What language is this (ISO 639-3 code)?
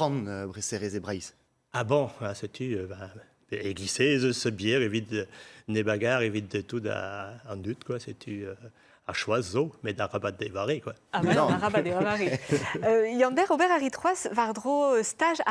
bre